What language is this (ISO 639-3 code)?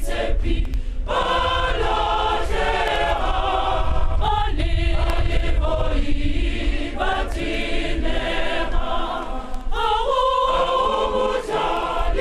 tsn